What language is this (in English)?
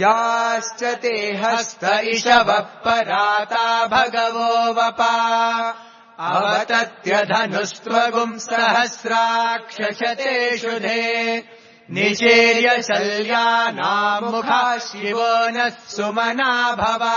Sanskrit